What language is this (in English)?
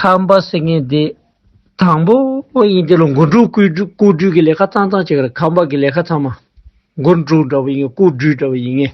Tibetan